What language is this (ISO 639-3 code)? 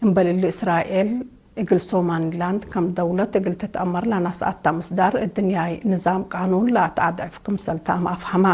tig